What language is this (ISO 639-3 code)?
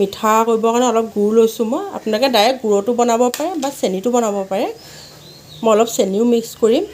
asm